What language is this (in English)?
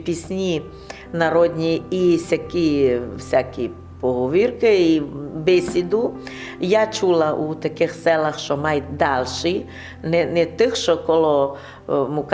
Rusyn